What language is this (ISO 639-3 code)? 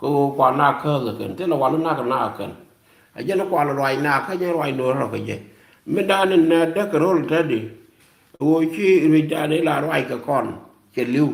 nus